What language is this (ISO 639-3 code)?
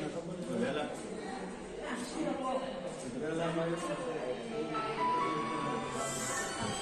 guj